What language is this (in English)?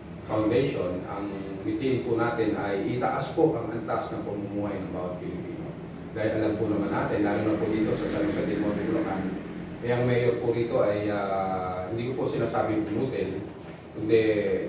Filipino